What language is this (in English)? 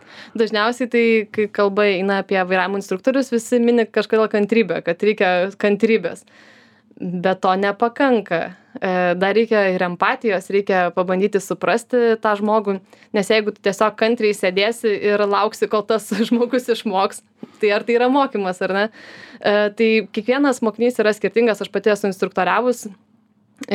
Lithuanian